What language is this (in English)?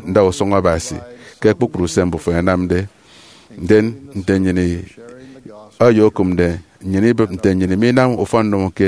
Efik